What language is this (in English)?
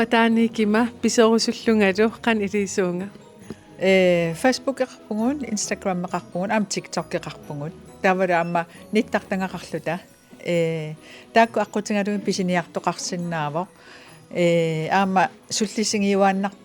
Kalaallisut